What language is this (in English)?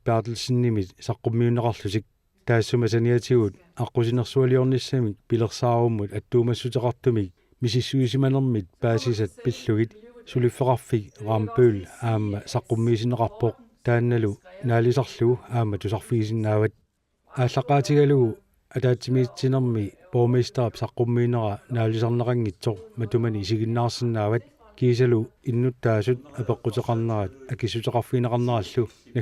Kalaallisut